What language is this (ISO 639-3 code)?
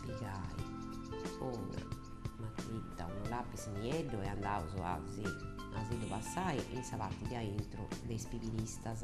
srd